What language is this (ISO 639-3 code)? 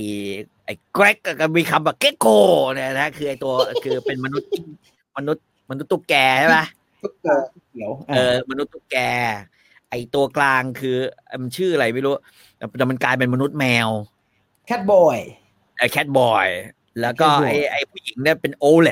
tha